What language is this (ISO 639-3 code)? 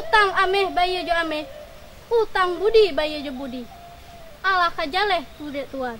min